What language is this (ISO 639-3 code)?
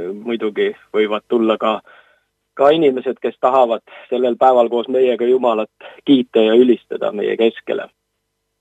est